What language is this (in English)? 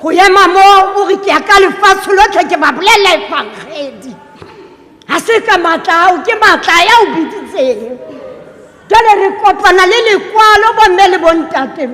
Southern Sotho